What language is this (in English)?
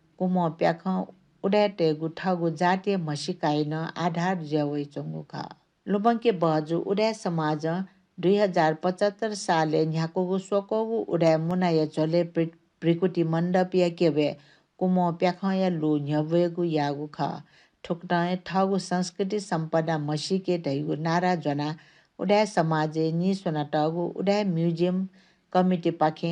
Newari